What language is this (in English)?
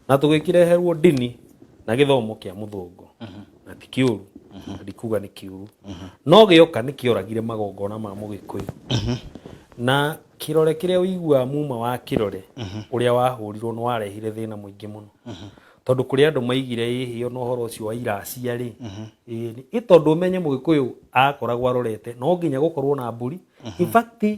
Kikuyu